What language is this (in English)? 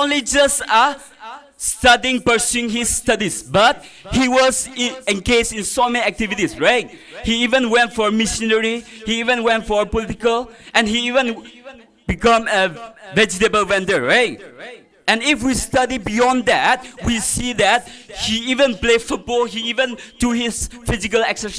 Tangkhul Naga (India)